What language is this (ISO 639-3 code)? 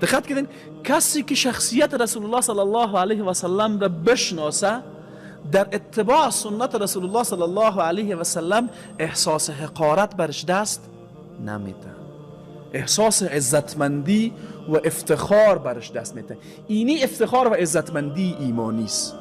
fas